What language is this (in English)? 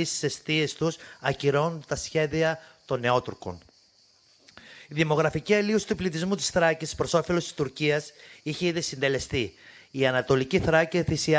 Greek